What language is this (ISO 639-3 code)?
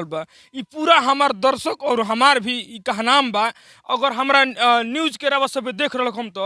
bho